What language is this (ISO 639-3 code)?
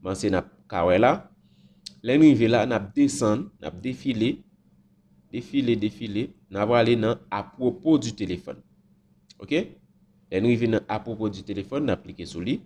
hat